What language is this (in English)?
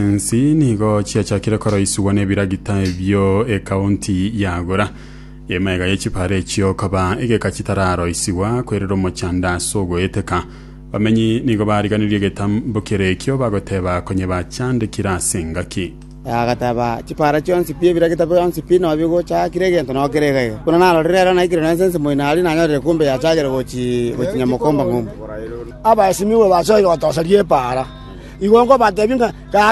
Gusii